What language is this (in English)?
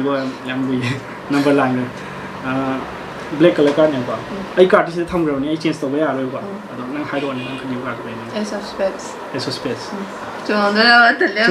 Manipuri